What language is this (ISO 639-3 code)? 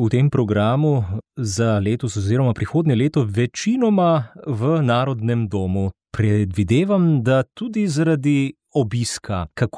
slv